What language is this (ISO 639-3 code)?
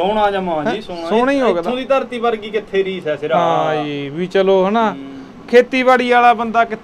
pan